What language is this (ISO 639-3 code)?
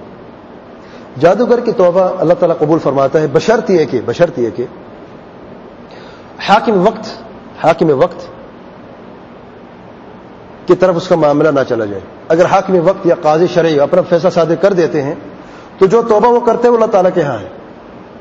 urd